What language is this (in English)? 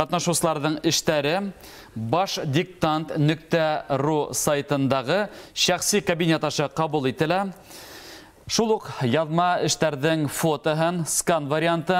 Bashkir